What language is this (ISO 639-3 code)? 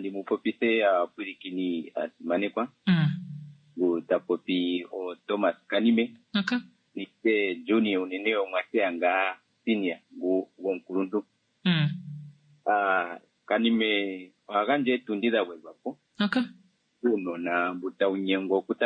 kua